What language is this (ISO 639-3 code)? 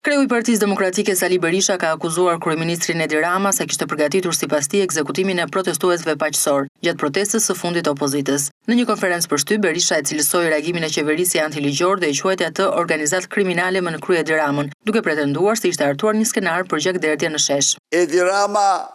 sqi